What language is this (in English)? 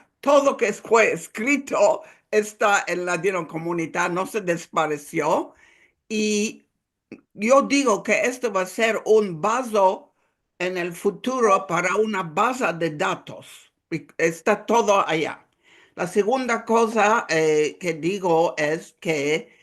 Ladino